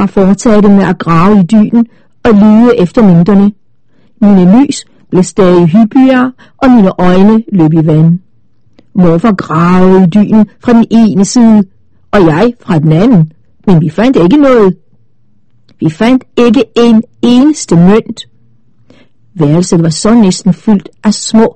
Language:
Danish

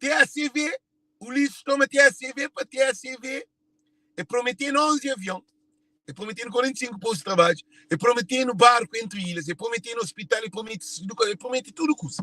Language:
Kabuverdianu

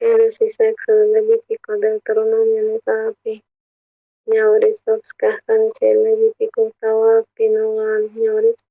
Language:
South Bolivian Quechua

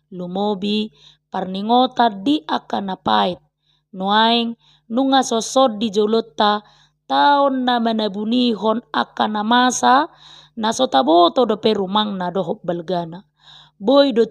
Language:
Batak Toba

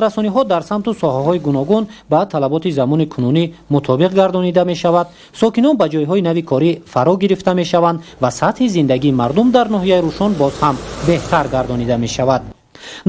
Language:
Tajik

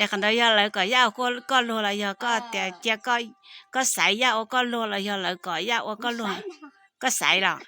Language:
Hmong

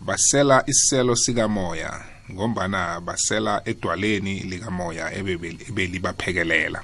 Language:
South Ndebele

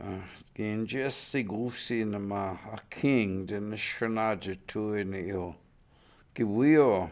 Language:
Chippewa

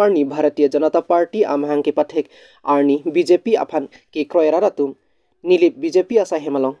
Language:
Karbi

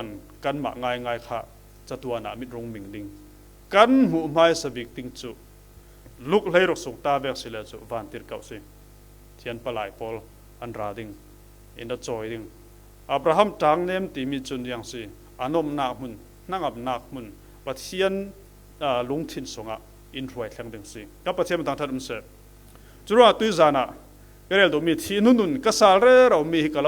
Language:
Falam Chin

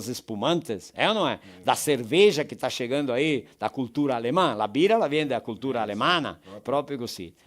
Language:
Venetian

